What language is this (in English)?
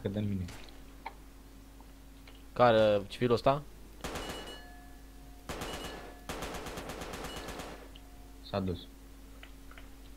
Romanian